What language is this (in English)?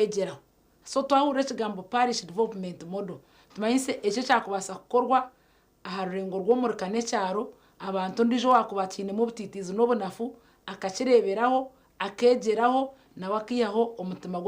Nyankole